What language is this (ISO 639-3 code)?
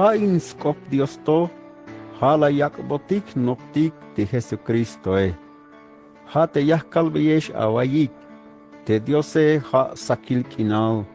tzh